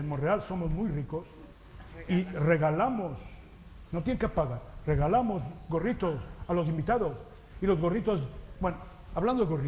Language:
Ladino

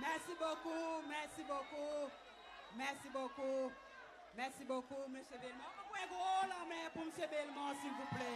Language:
Seselwa Creole French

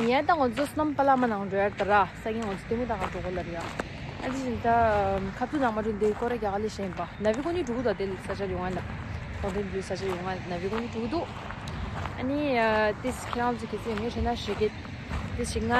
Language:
Tibetan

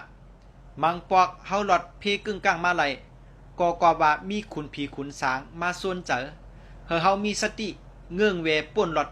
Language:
Shan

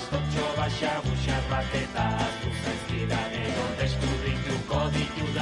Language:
Basque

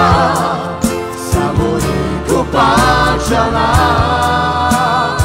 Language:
Slovak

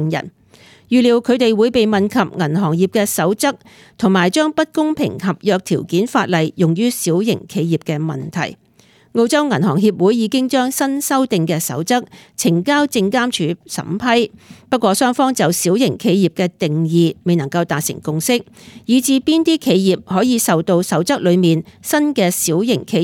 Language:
Cantonese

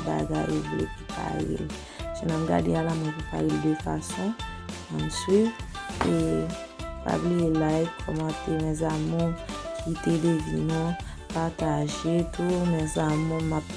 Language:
Haitian Creole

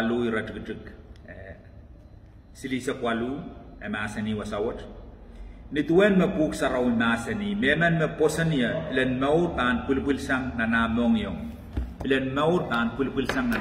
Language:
Pohnpeian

